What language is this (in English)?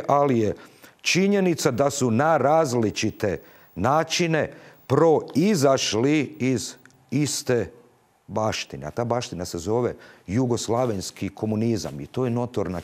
Croatian